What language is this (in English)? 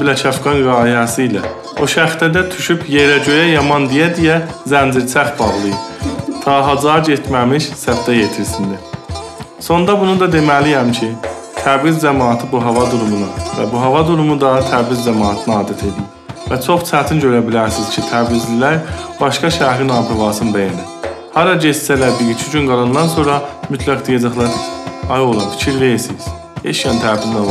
South Azerbaijani